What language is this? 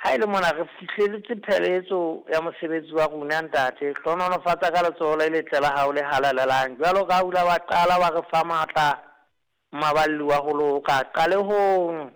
Southern Sotho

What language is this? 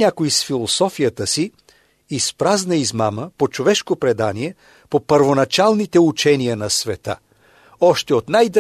Bulgarian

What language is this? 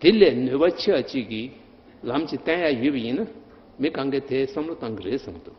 Tibetan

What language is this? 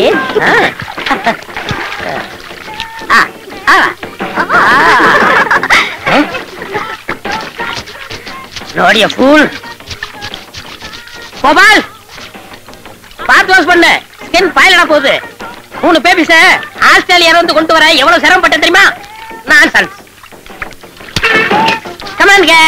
Tamil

